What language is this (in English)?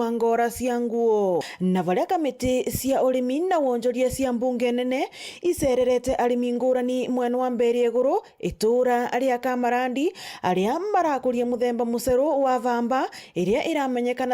Meru